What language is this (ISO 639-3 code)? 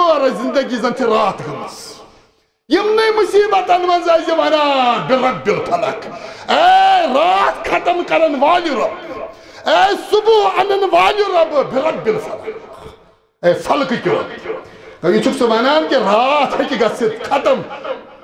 kas